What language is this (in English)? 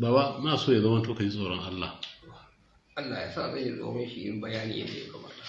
Hausa